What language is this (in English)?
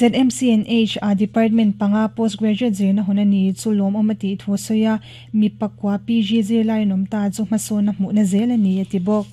Mizo